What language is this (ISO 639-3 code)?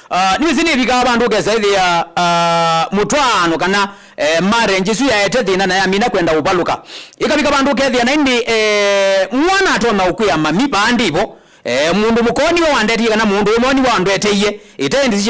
kam